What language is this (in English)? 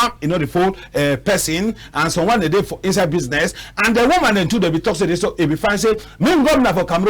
Cameroon Pidgin